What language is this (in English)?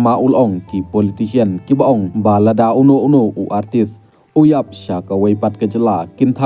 Khasi